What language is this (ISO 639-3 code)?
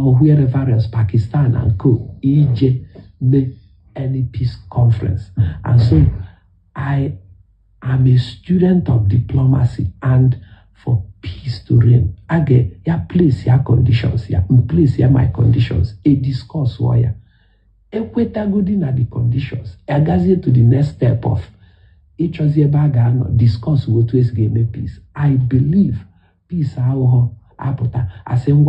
ibo